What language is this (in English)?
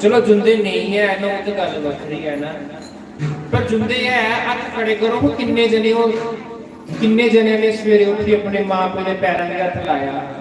Dogri